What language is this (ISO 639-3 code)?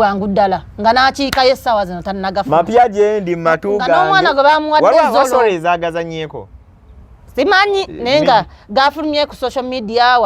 lug